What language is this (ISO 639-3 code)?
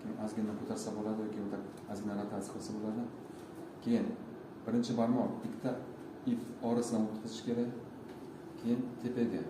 uzb